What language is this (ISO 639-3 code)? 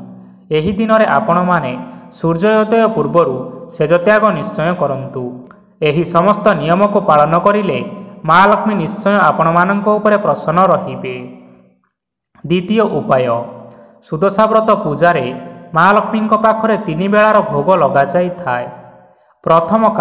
ori